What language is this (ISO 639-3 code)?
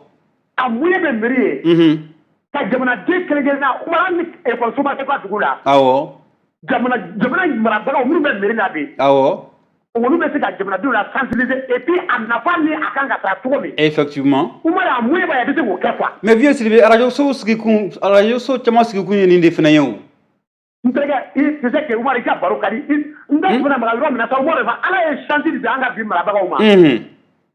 bam